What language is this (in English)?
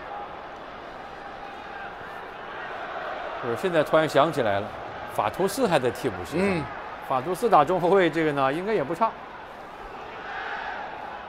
Chinese